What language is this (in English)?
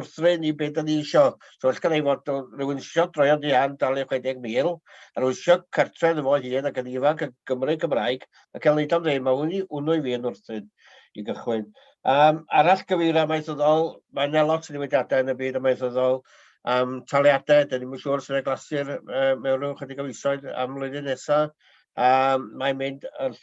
Welsh